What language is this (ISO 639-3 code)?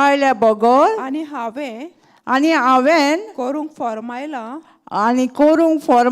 kok